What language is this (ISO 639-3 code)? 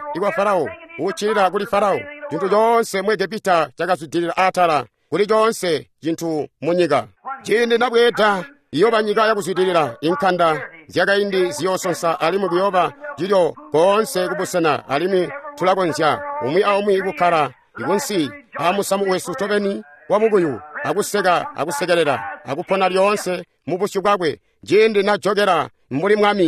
toi